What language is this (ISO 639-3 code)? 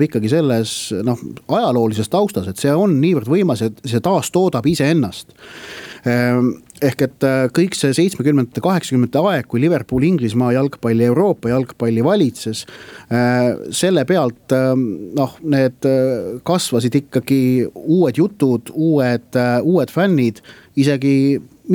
est